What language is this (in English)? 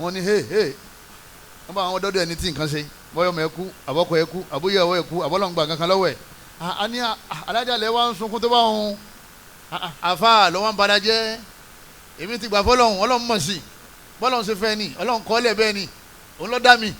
Yoruba